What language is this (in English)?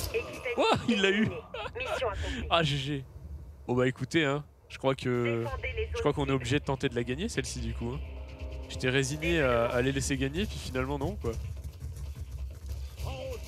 French